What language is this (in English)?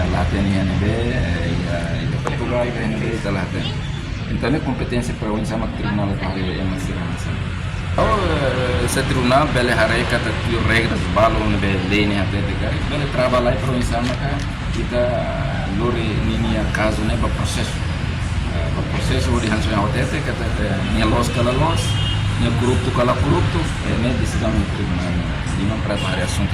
Tetum